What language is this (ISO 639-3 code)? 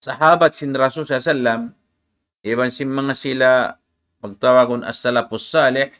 tsg